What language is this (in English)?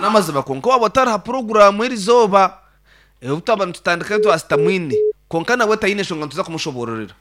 Nyankole